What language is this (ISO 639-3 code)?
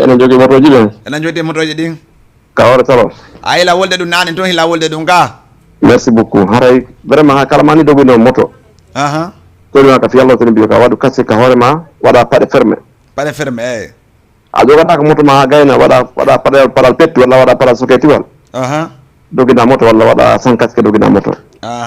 ful